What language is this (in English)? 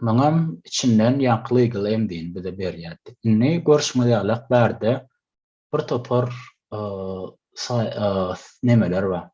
Turkmen